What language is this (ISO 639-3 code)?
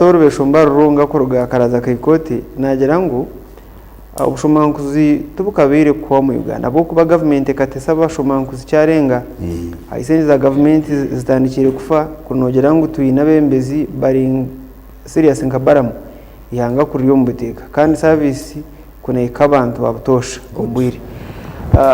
nyn